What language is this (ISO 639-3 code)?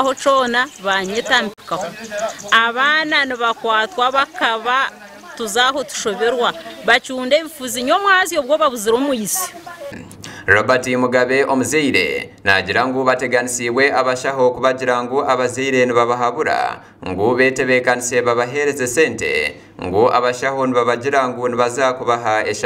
nyn